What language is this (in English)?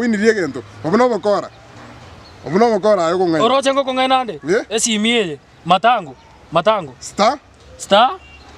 Gusii